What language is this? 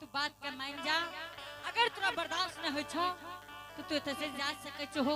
Angika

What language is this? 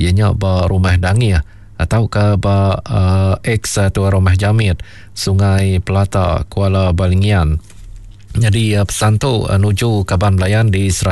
Iban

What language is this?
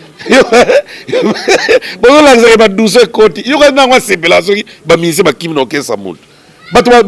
Lingala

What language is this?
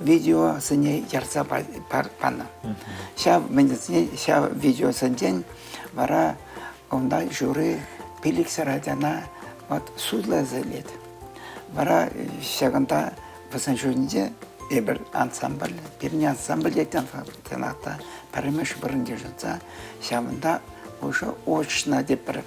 Chuvash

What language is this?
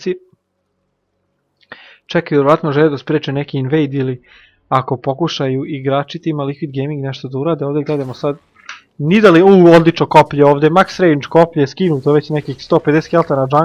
Serbian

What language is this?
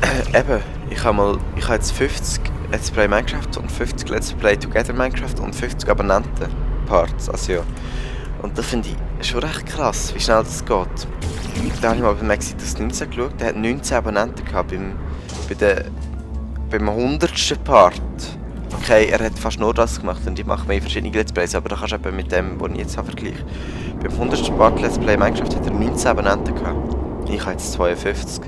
Swiss German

